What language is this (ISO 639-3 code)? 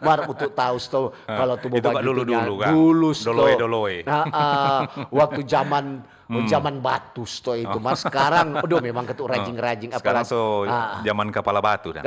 xmm